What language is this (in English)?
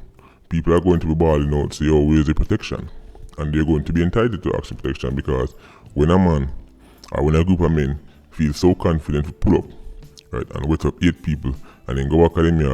Jamaican Creole English